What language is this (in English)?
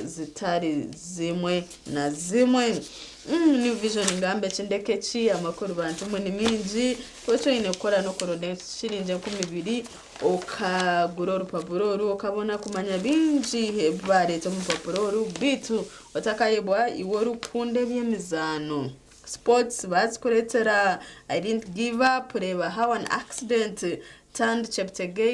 Nyankole